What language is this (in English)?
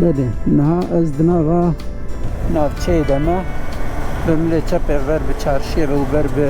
Kurdish